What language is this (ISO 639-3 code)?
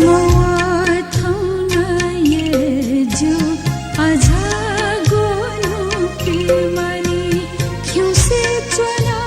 new